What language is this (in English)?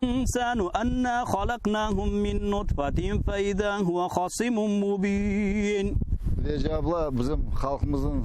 Crimean Tatar